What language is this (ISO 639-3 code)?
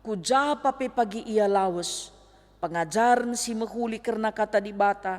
btx